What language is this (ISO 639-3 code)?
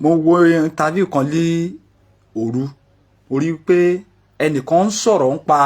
yor